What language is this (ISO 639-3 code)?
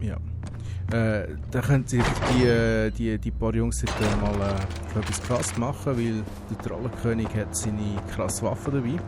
gsw